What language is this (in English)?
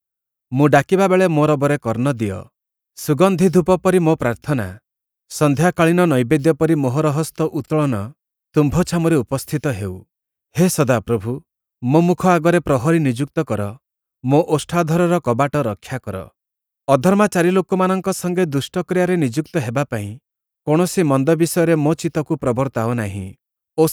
Odia